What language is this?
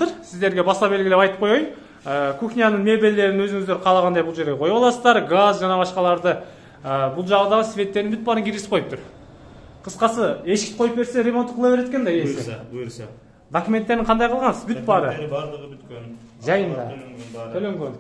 Kyrgyz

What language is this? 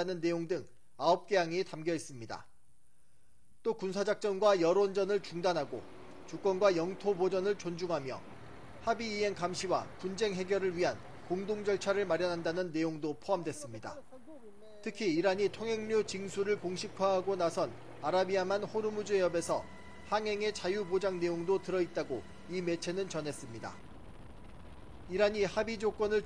Korean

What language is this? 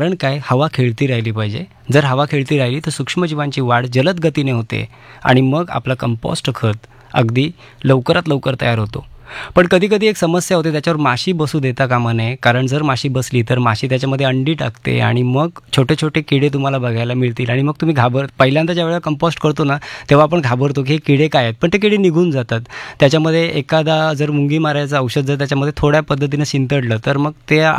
Marathi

